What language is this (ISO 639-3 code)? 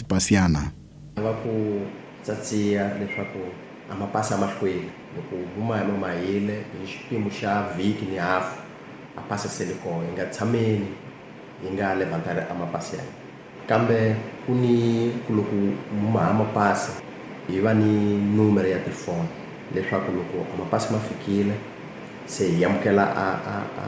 tso